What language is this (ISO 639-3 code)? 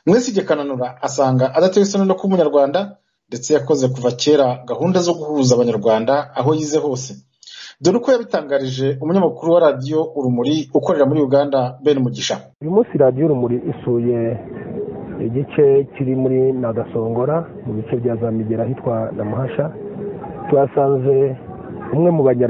kin